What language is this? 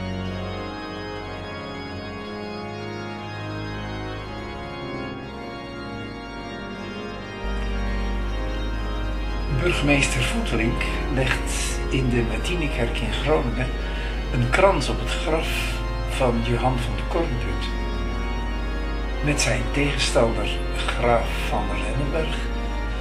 Dutch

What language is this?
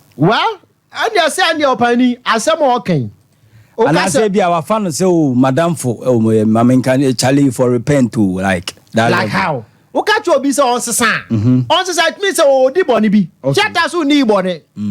Akan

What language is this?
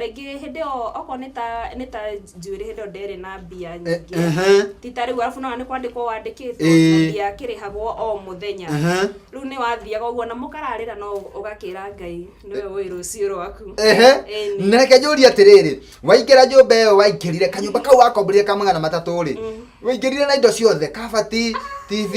Kikuyu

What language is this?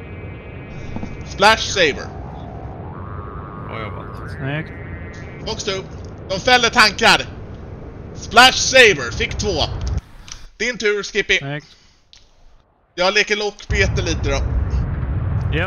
Swedish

